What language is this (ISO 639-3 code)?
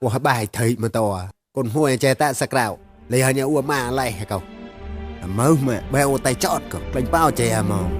mnw